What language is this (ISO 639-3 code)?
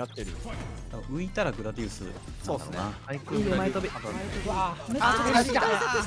jpn